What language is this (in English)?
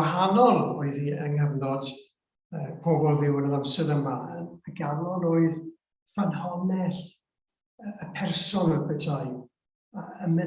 Welsh